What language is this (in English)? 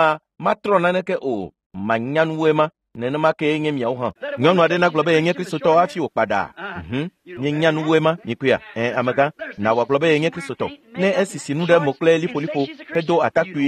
Ewe